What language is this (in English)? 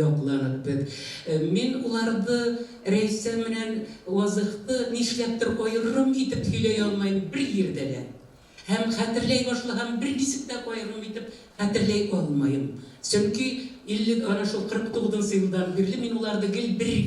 Bashkir